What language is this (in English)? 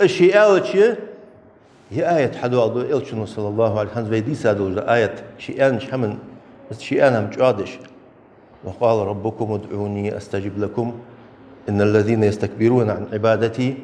Ingush